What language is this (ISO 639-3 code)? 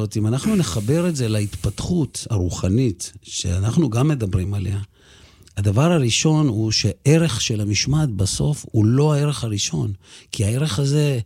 heb